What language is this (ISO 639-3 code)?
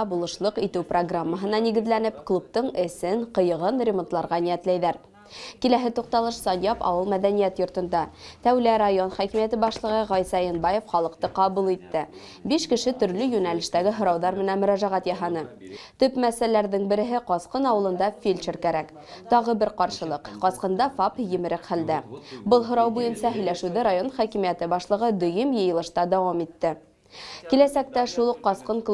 bak